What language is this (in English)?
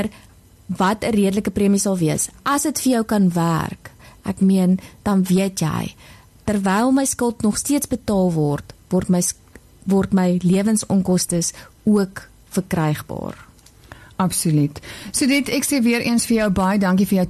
Afrikaans